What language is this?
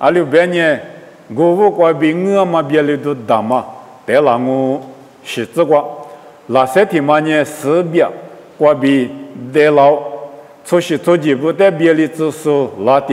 Lisu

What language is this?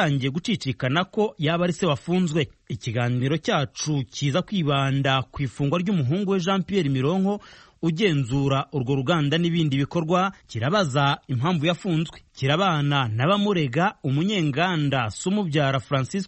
Kinyarwanda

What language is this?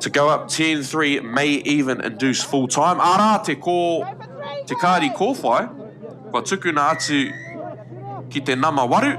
Māori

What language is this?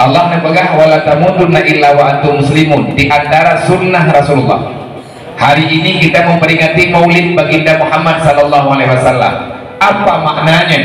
Achinese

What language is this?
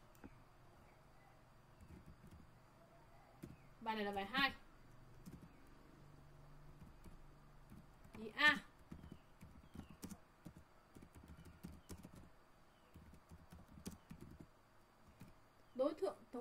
Vietnamese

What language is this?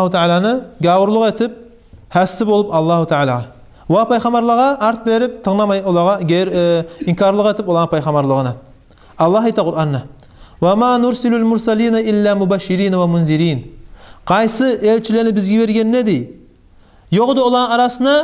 Kumyk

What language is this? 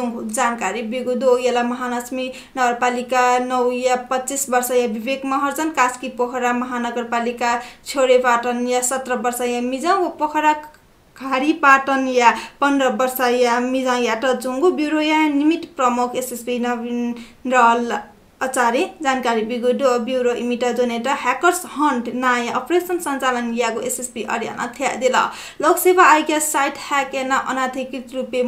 Newari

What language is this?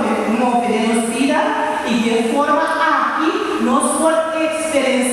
Papiamento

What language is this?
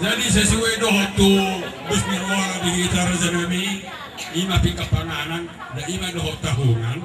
Batak Toba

